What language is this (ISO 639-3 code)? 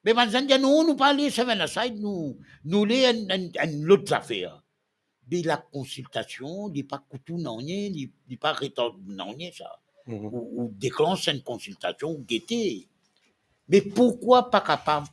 mfe